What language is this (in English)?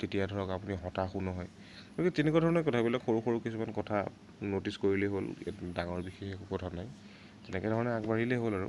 Assamese